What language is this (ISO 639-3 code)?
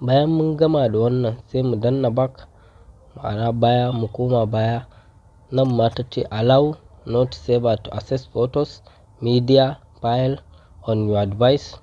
hau